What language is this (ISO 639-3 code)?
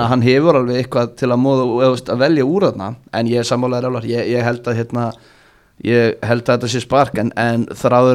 isl